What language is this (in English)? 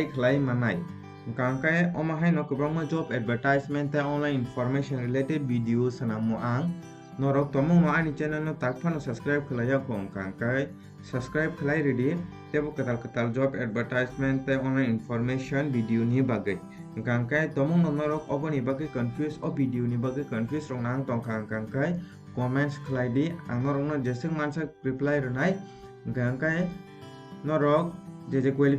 Kok Borok